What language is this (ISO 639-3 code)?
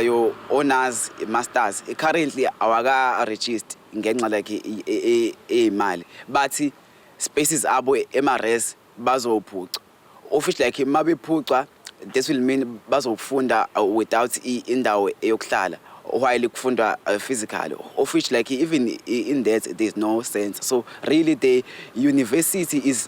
zul